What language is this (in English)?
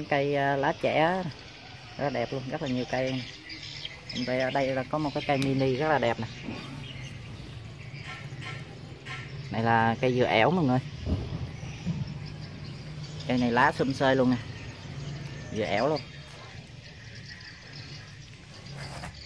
Vietnamese